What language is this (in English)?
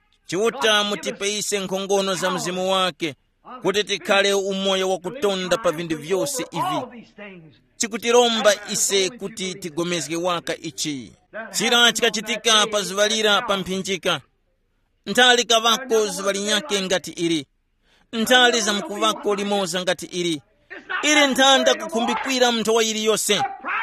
Tumbuka